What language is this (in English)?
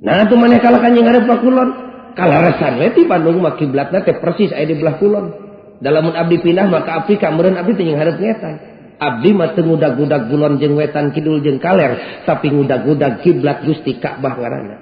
Sundanese